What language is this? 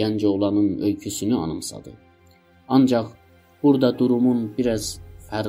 South Azerbaijani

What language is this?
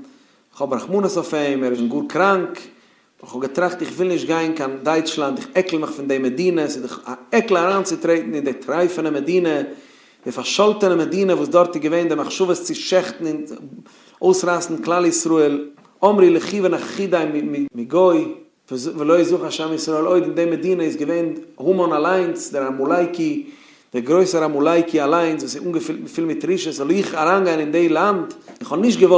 Yiddish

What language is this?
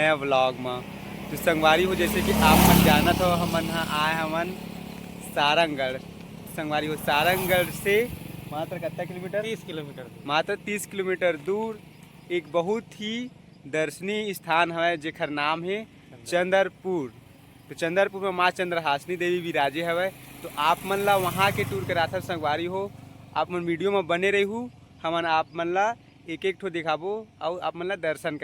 Chhattisgarhi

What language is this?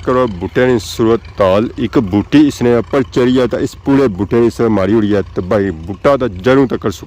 Pahari-Potwari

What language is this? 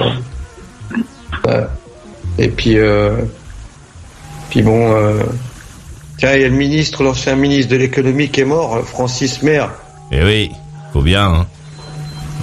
French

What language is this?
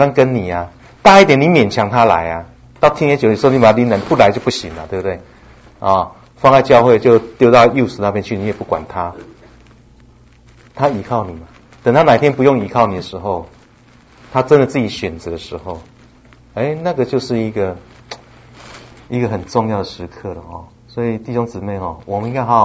Chinese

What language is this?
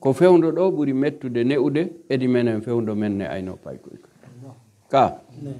Pular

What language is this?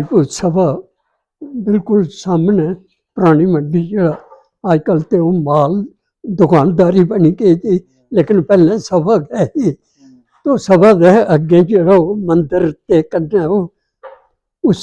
Dogri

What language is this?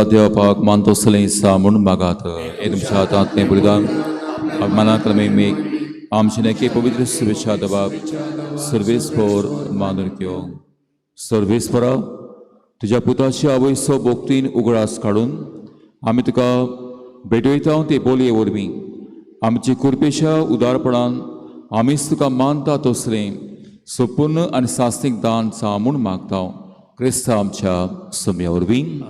Konkani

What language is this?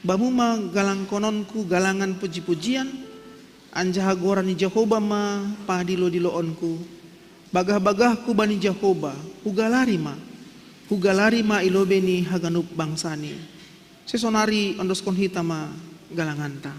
Batak Simalungun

